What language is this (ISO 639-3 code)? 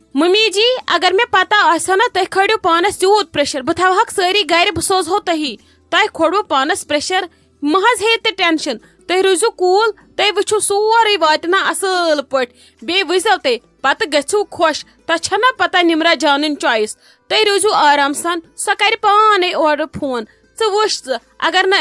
kas